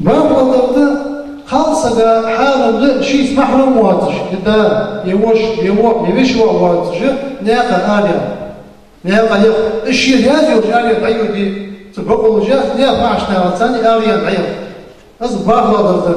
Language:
Ingush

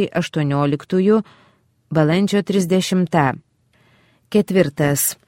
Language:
Lithuanian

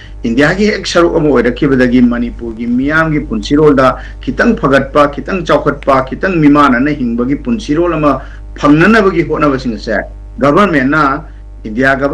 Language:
Manipuri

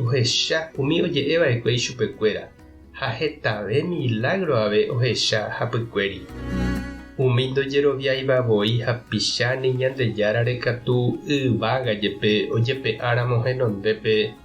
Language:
Guarani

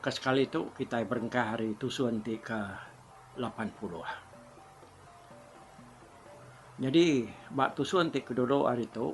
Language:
Iban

